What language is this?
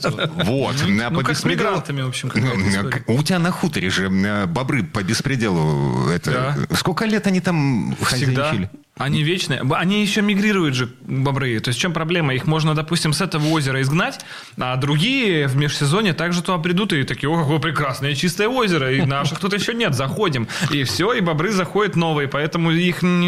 Russian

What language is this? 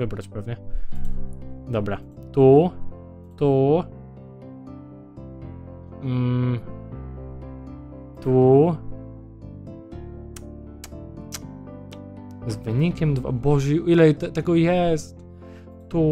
Polish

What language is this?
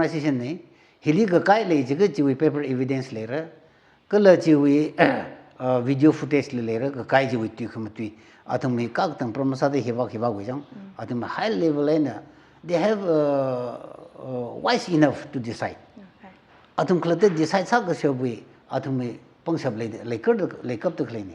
Tangkhul Naga (India)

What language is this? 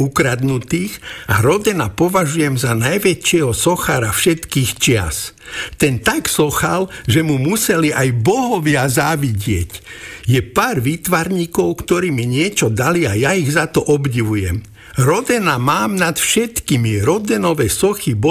Slovak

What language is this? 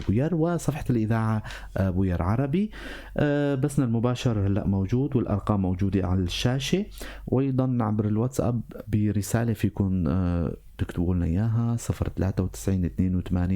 North Levantine Arabic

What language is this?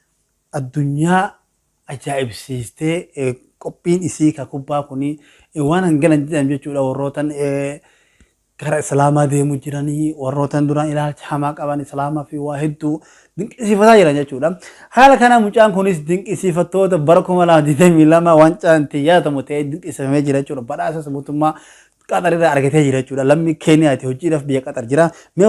Oromo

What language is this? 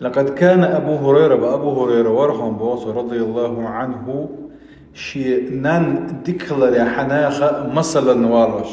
Chechen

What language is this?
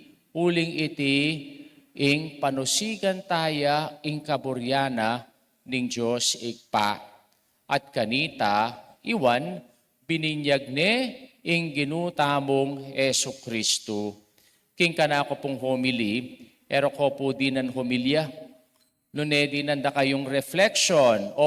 Pampanga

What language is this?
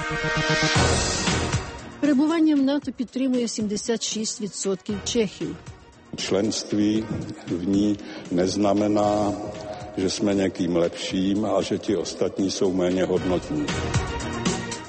Ukrainian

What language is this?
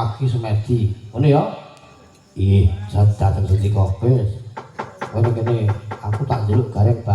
Javanese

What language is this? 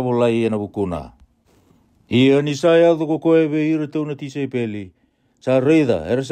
Fijian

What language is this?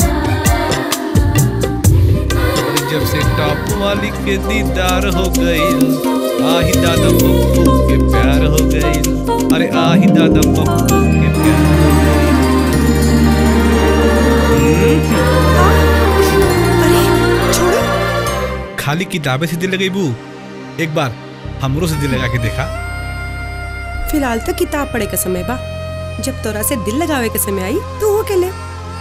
Bhojpuri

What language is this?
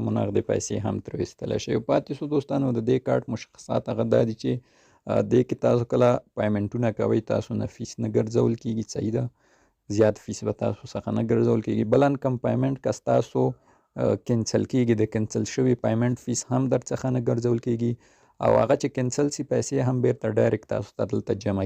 Pashto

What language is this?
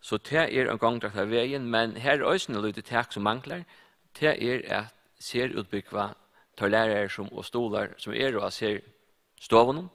Faroese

